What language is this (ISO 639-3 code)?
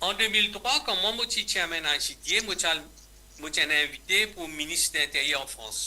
mfe